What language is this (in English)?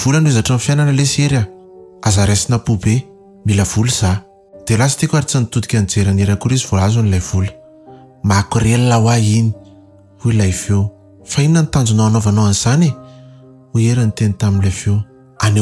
Malagasy